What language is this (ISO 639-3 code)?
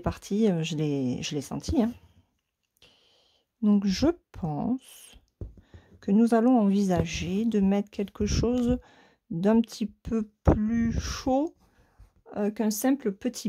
fra